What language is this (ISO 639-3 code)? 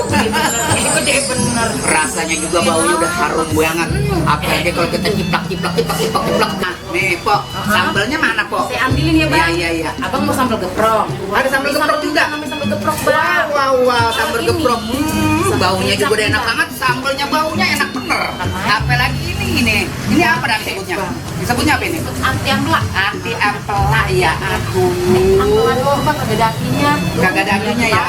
bew